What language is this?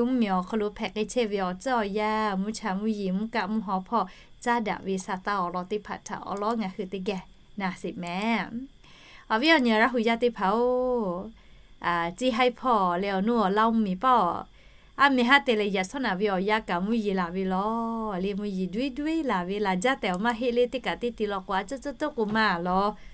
Lahu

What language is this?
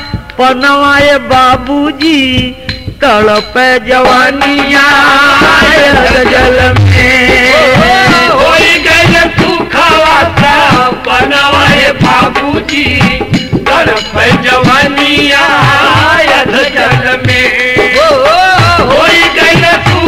Bhojpuri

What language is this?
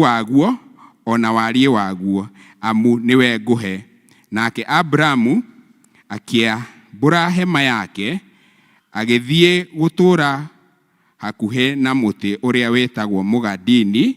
Kikuyu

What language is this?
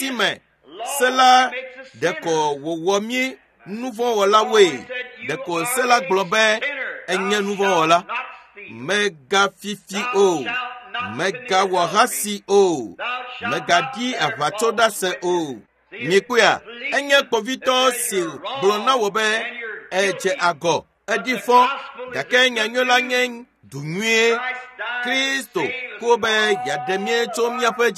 Ewe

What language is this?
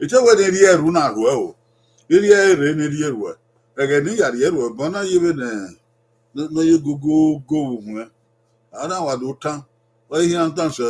Bini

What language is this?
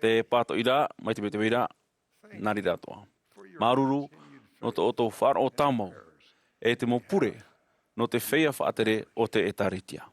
Tahitian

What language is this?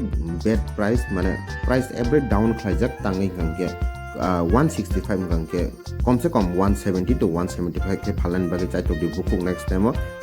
Kok Borok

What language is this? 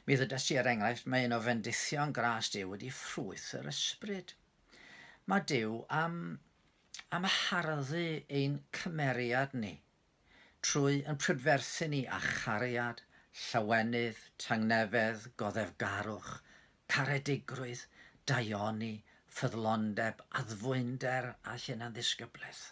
Welsh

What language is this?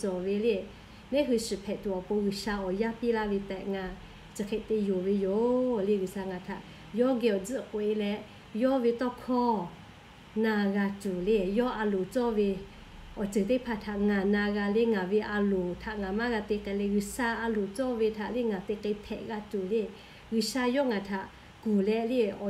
Lahu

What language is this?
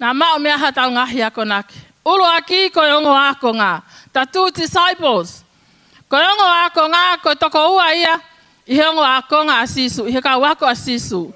Tongan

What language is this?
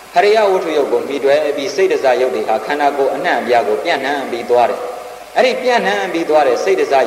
Burmese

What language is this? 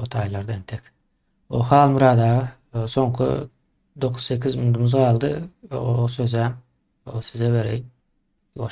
Turkmen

